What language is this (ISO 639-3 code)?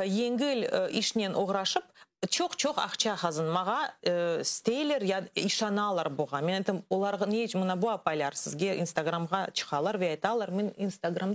crh